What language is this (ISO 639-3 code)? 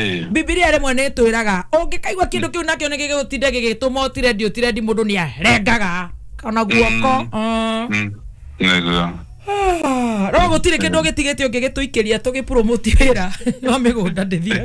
kik